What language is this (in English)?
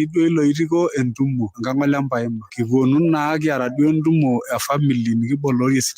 Masai